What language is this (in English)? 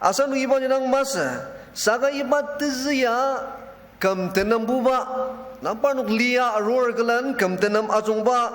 Ao Naga